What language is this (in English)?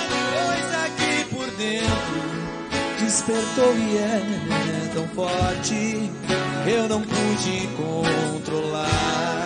Portuguese